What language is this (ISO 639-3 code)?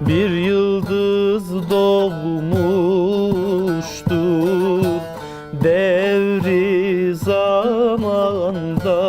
zza